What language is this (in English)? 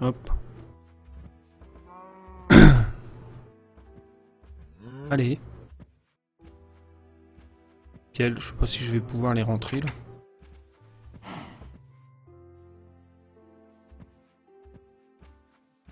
French